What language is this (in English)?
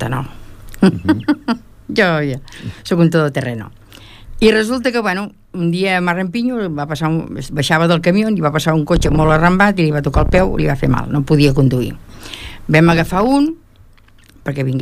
Catalan